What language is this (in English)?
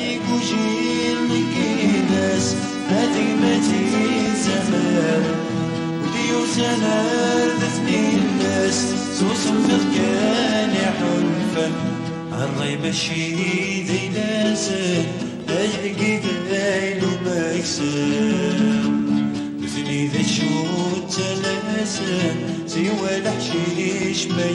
Kabyle